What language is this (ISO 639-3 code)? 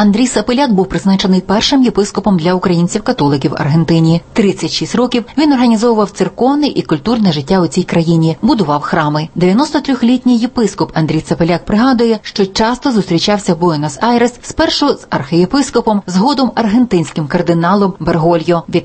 ukr